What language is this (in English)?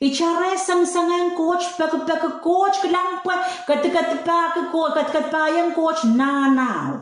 Pohnpeian